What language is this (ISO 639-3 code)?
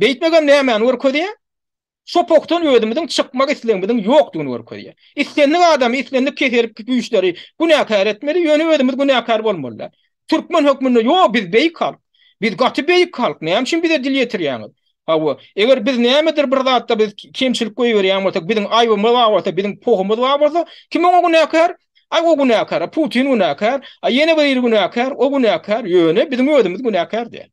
tuk